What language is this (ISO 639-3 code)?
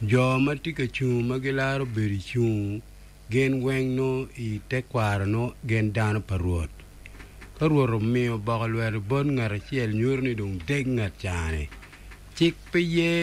ach